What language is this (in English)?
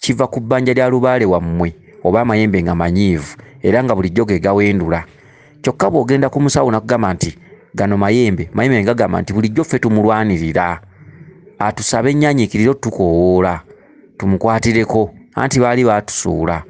Ganda